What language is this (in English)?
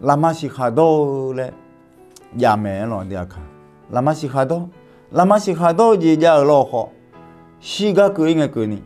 Akha